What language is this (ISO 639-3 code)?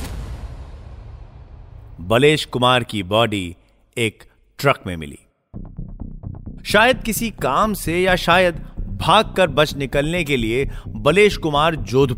hin